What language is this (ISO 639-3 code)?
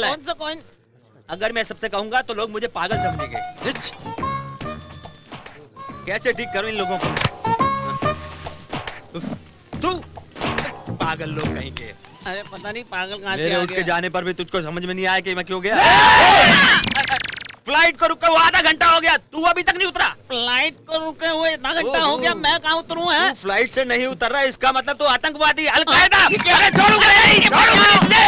hin